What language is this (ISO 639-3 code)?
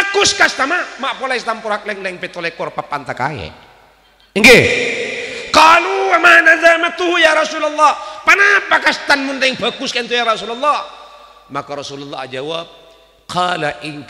mad